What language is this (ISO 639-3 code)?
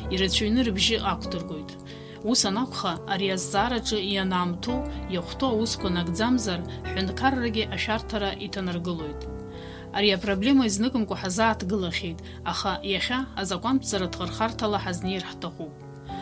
abk